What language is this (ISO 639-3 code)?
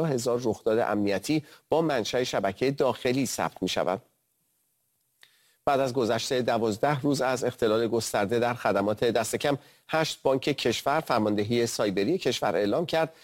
fas